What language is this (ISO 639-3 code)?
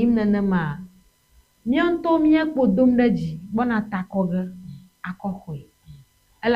ewe